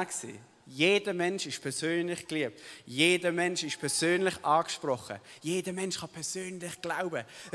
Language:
Swiss German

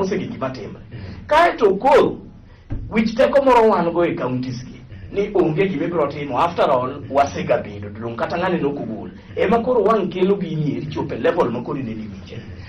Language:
Luo (Kenya and Tanzania)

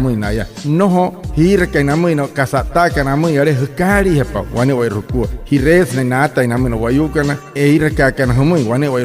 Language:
Wayuu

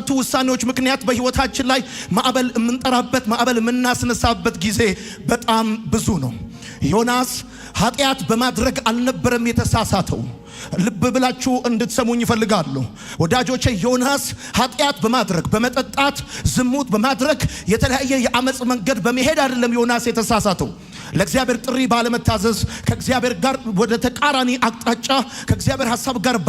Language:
Amharic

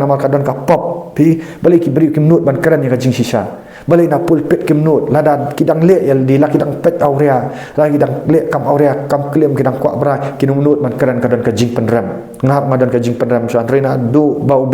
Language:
Khasi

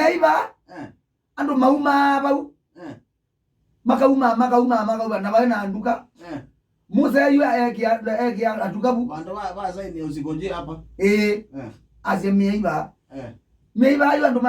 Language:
Kamba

